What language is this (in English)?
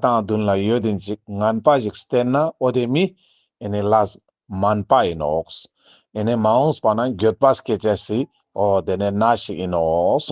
Ladakhi